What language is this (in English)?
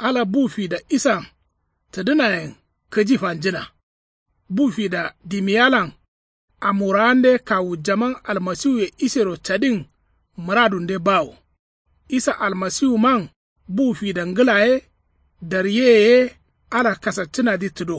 Kanuri